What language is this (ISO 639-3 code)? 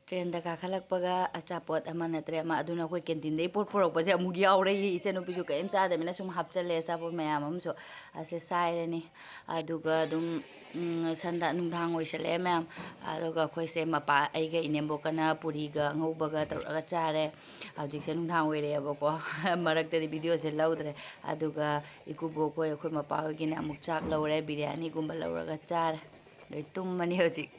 mni